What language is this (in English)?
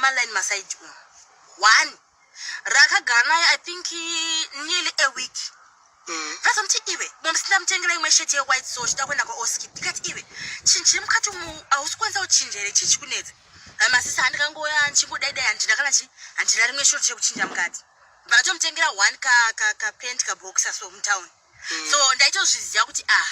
Shona